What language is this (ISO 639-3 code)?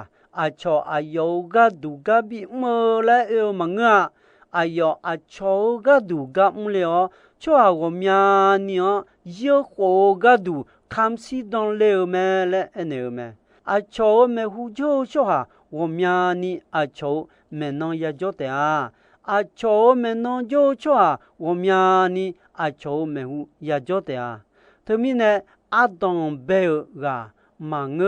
ahk